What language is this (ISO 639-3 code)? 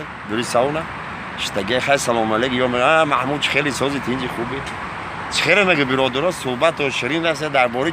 tgk